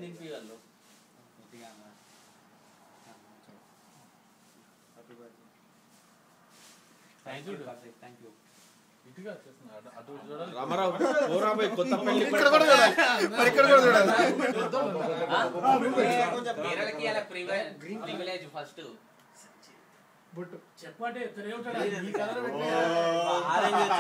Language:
Telugu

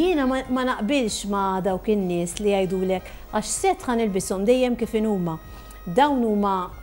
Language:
Maltese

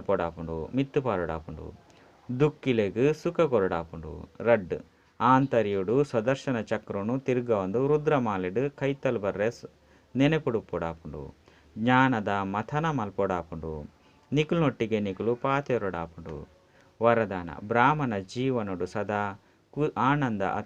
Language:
Tulu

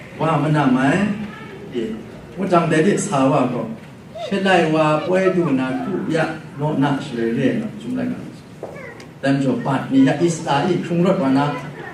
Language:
Kachin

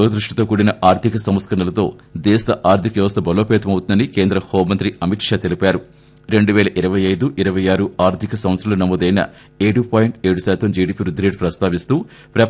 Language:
Telugu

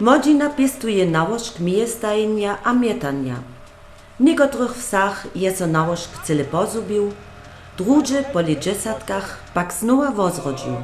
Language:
Upper Sorbian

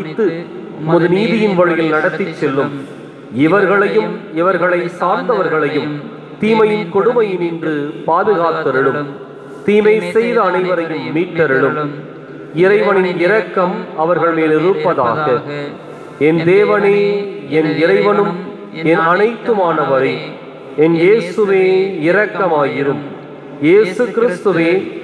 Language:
Tamil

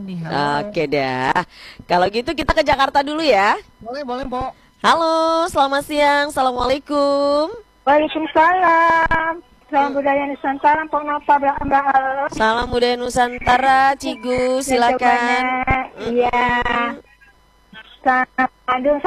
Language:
Indonesian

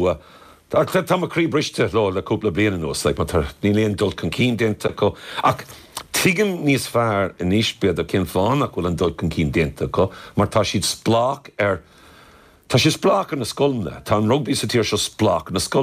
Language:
Irish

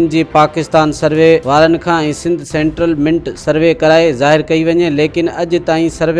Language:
Sindhi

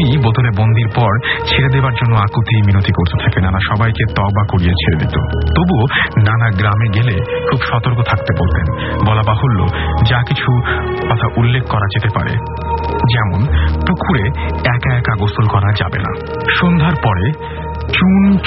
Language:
Bangla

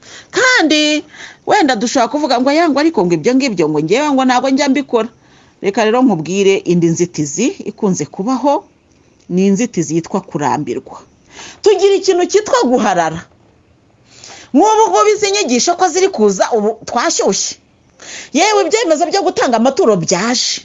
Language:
Kinyarwanda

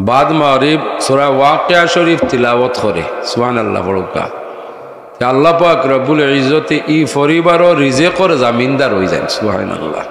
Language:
Sylheti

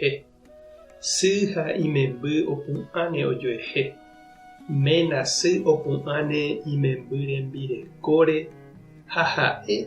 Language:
Guarani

